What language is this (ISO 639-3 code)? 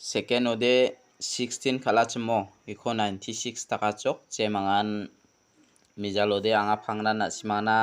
grt